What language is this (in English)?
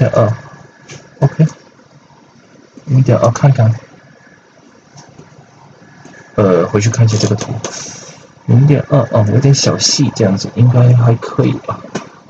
Chinese